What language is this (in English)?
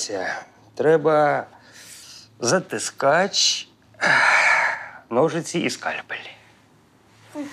Ukrainian